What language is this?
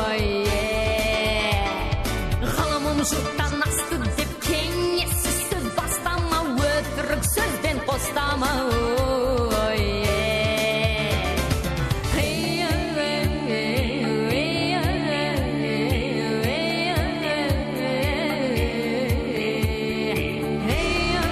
Kazakh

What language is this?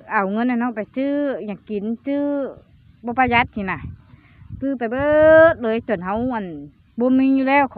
Lao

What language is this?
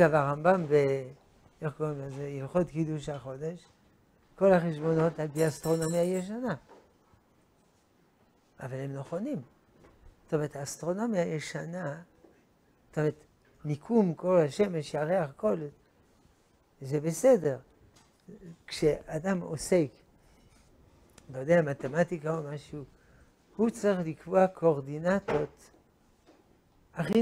Hebrew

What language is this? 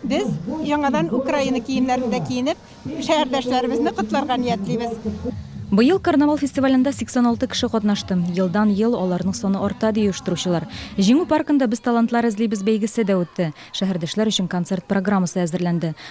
Tatar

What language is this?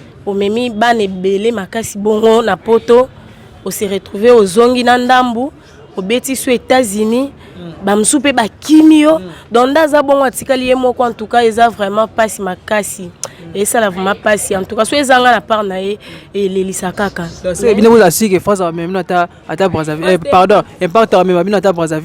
Lingala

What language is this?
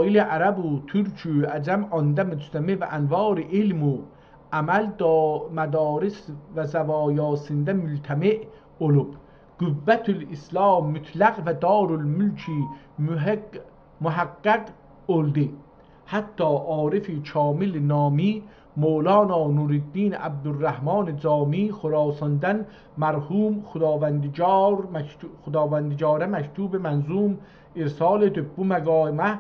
South Azerbaijani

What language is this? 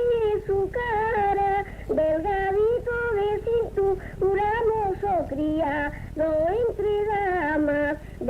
Ladino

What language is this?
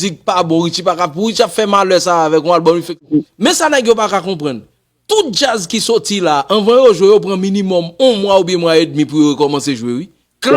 Haitian Creole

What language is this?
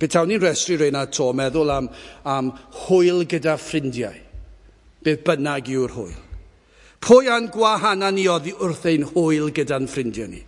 Welsh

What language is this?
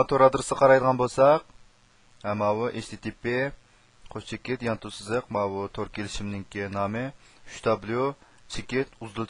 Uyghur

